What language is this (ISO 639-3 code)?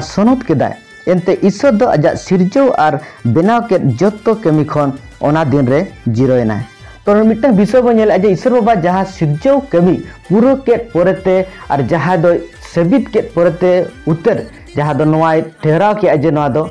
sat